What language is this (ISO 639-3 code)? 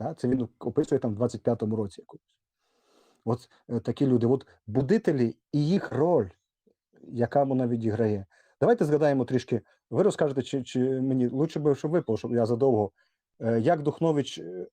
rue